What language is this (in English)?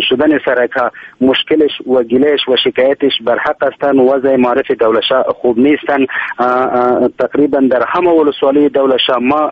Persian